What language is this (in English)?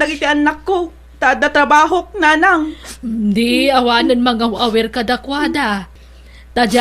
Iloko